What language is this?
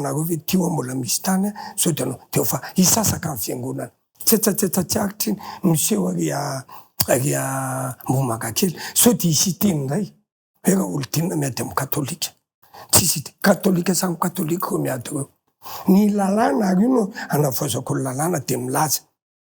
Malagasy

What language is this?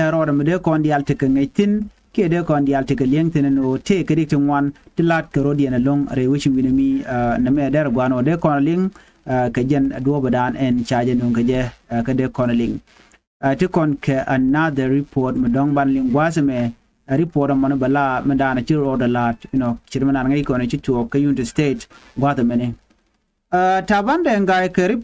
Nuer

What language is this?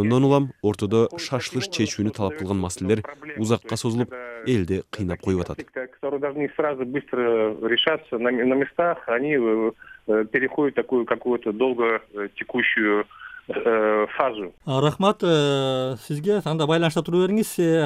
Kyrgyz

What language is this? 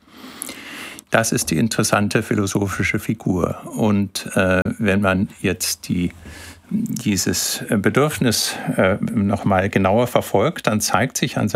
German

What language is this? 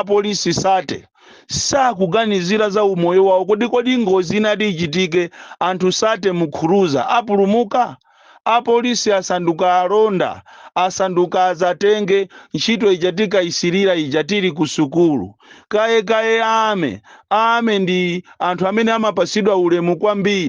Nyanja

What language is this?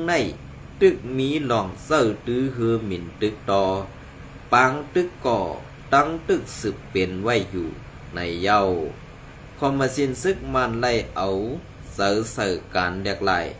Shan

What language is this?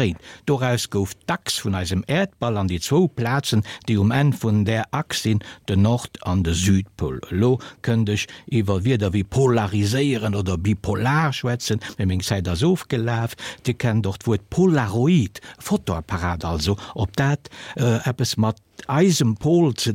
Luxembourgish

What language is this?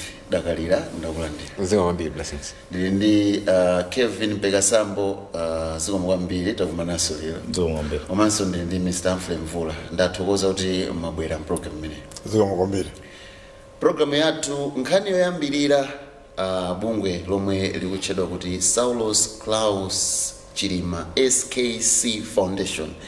Nyanja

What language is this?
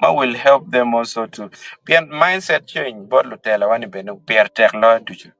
Acoli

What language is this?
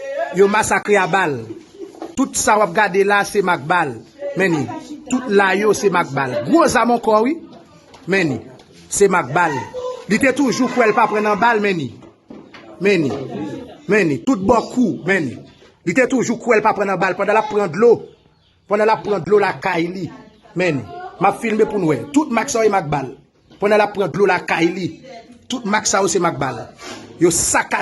Haitian Creole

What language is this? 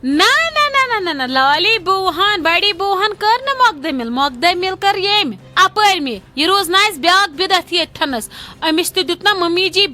Kashmiri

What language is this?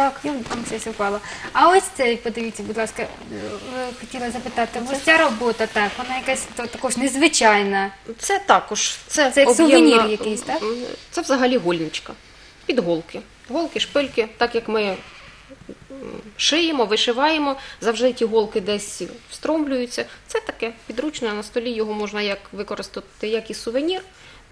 Ukrainian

